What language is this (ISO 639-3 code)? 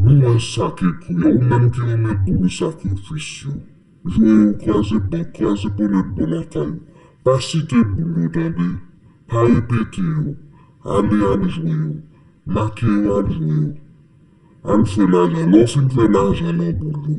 hat